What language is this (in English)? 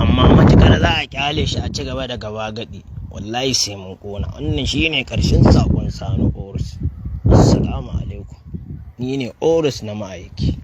Hausa